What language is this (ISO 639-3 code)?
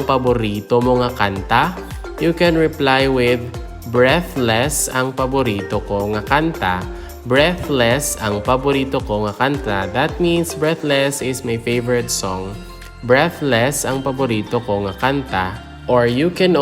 hil